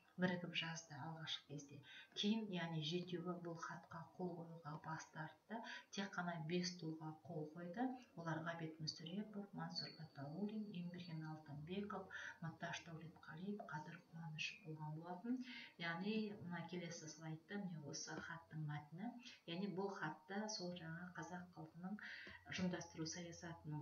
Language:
Kazakh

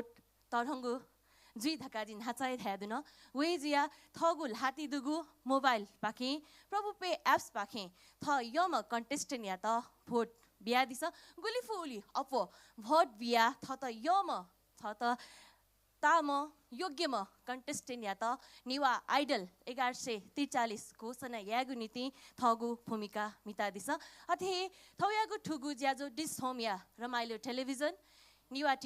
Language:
Newari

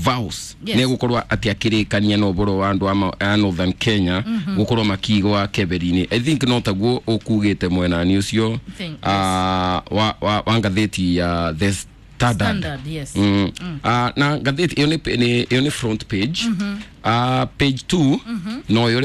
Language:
Kikuyu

